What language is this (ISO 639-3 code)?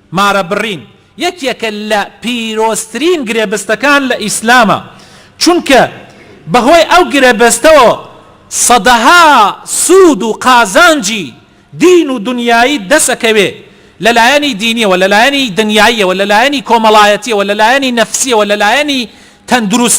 ckb